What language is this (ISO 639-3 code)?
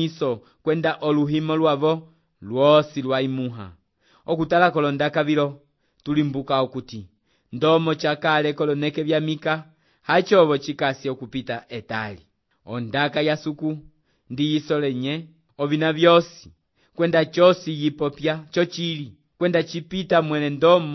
umb